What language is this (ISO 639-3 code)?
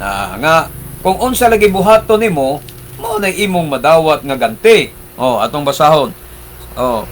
ceb